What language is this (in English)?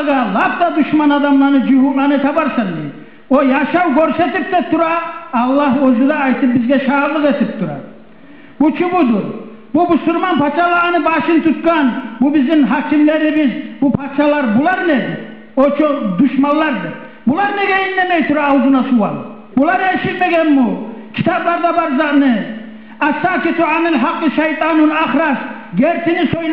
Kumyk